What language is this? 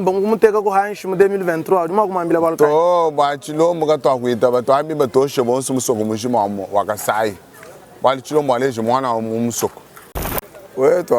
Luba-Lulua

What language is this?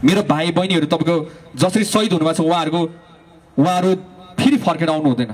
Nepali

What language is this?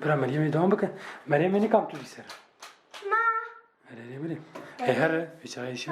Kurdish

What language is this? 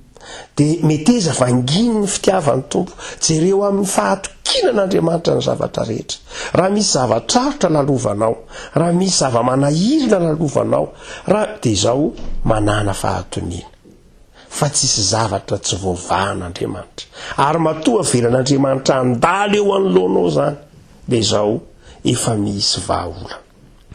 Malagasy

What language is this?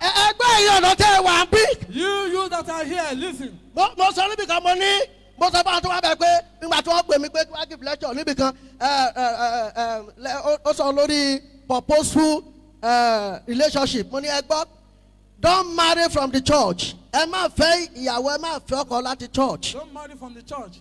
Yoruba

